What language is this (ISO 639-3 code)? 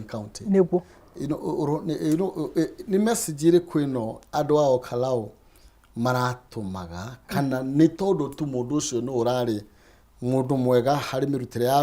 kik